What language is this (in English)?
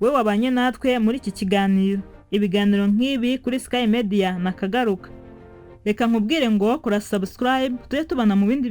Kinyarwanda